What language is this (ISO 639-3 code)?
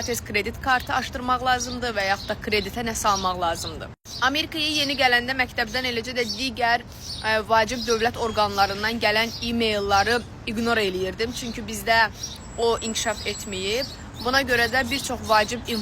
aze